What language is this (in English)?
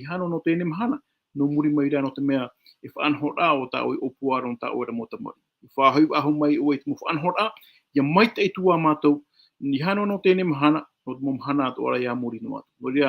Tahitian